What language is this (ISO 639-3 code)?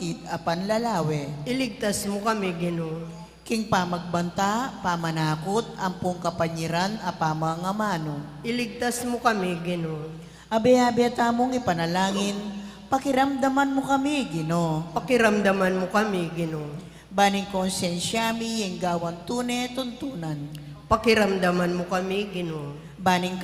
pam